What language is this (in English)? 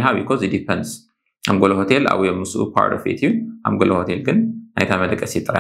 Tigrinya